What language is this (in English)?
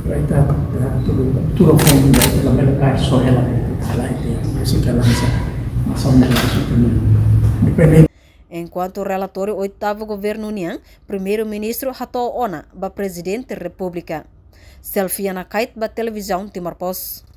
Tetum